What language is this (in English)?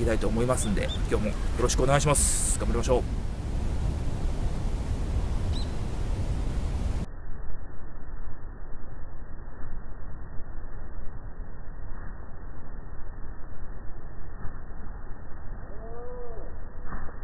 Japanese